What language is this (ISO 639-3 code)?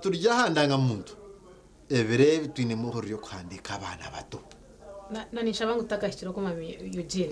nyn